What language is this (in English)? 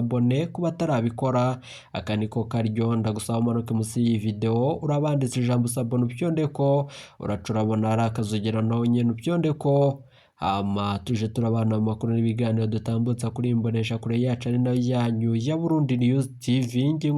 Rundi